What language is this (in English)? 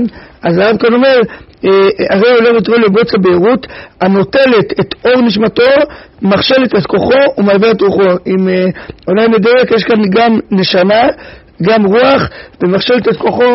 Hebrew